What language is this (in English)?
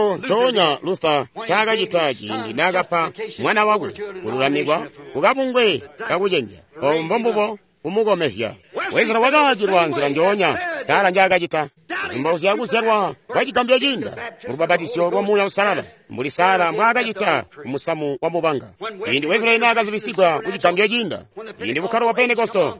Tonga (Zambia)